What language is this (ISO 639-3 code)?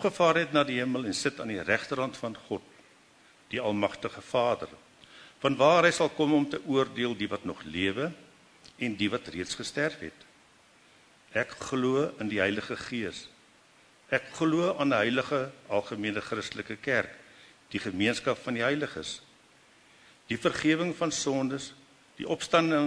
afr